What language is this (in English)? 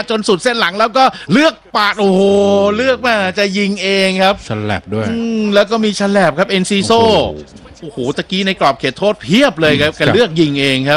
Thai